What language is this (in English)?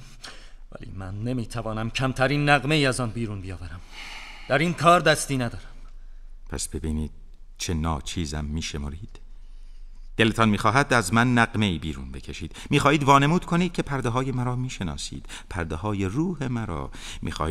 Persian